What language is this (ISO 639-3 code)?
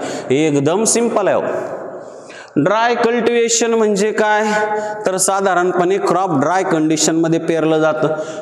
mar